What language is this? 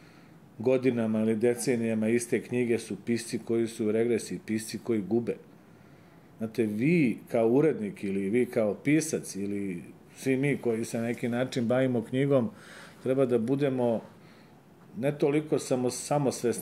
Serbian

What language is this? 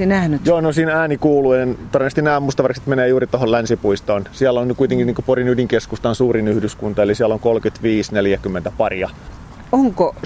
Finnish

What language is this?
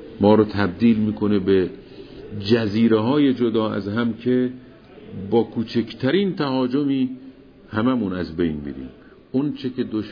Persian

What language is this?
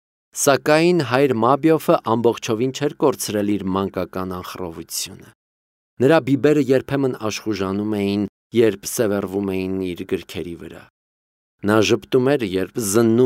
Armenian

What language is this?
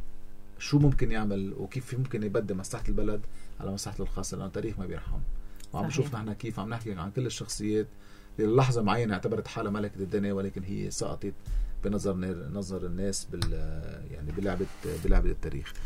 North Levantine Arabic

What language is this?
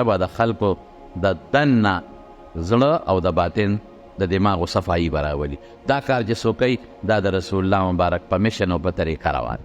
Pashto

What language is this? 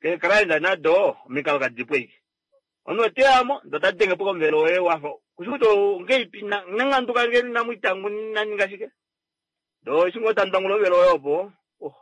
Kuanyama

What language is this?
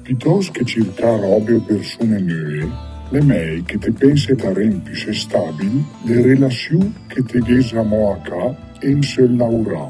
Lombard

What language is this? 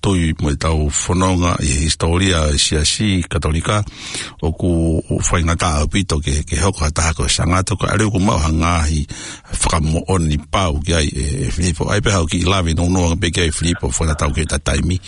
Tongan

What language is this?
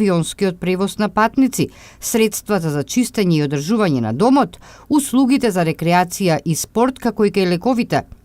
Macedonian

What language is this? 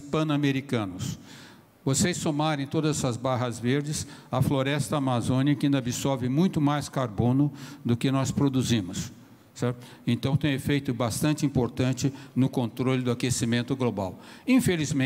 Portuguese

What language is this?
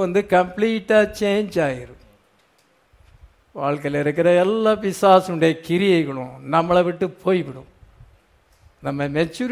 Tamil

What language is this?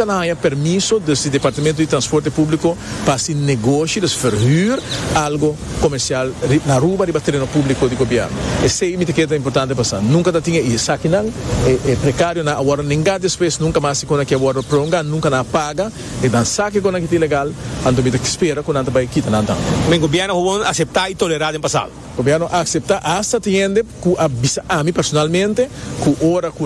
Papiamento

